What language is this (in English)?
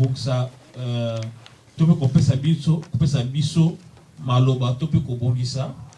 Lingala